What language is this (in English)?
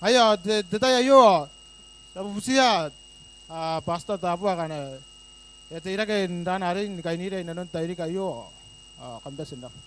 Gilbertese